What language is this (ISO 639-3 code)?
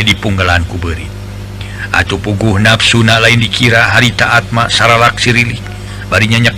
sun